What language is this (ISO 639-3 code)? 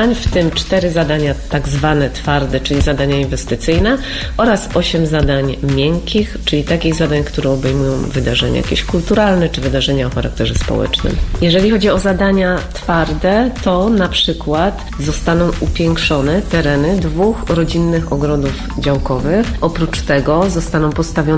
pol